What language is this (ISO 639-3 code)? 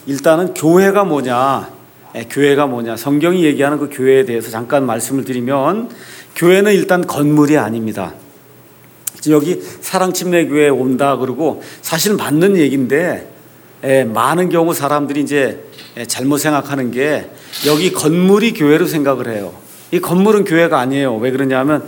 kor